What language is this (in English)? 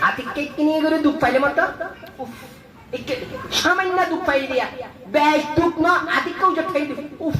Rohingya